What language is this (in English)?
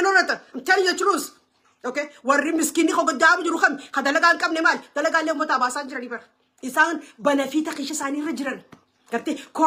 Oromo